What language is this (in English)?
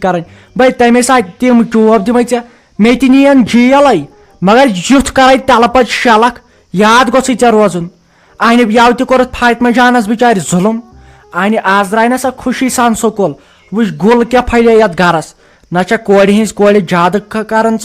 Kashmiri